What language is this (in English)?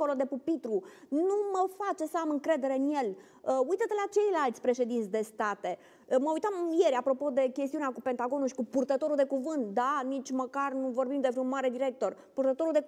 Romanian